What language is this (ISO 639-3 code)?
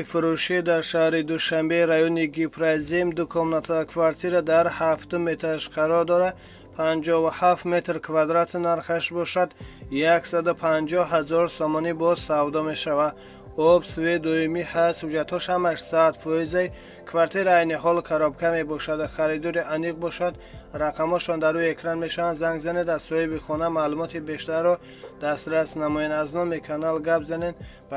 tgk